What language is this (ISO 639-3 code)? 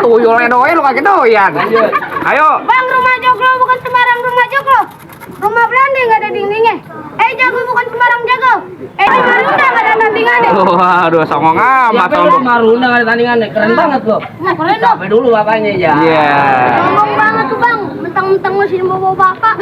bew